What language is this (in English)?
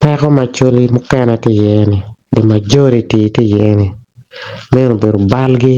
Acoli